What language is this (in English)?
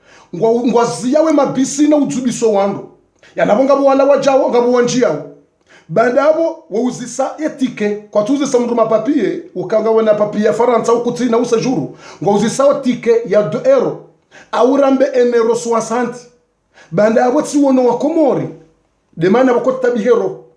Ngazidja Comorian